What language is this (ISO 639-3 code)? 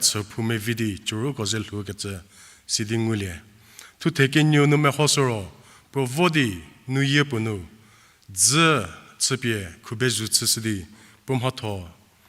njm